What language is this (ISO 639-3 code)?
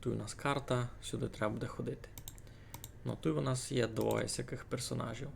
rue